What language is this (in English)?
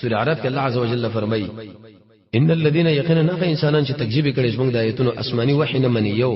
Pashto